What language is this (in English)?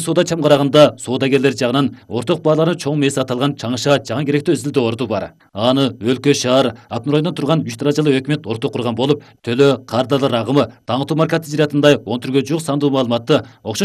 Kyrgyz